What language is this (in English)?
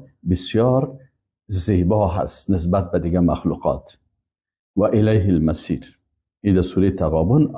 Persian